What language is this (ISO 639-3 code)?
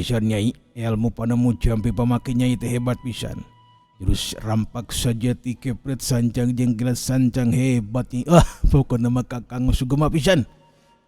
sun